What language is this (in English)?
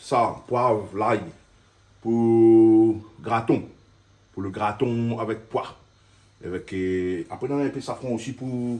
Réunion Creole French